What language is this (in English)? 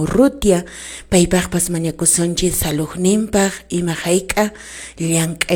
Quechua